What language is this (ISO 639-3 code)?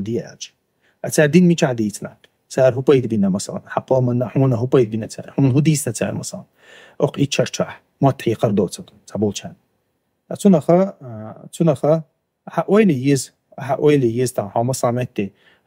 che